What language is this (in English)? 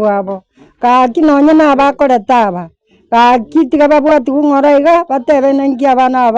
Gusii